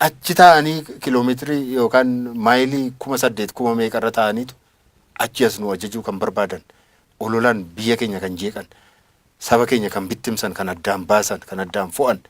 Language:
Oromo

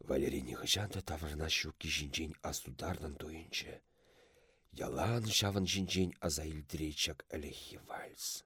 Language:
Chuvash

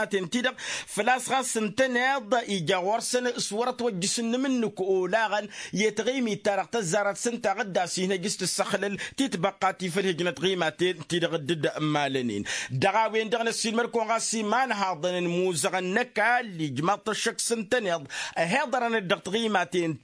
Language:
Tamasheq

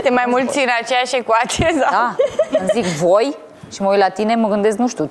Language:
Romanian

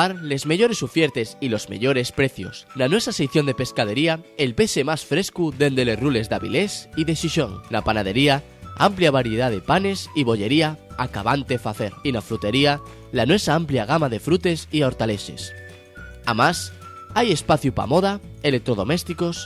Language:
Asturian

